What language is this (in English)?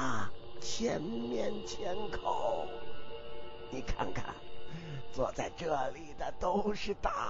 Chinese